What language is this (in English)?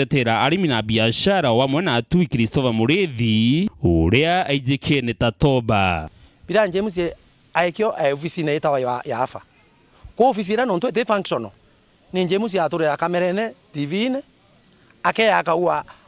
Meru